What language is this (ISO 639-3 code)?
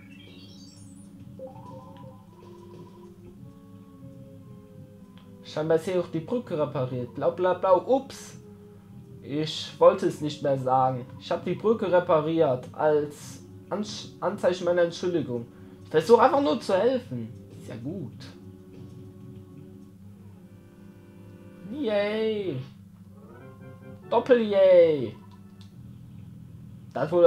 deu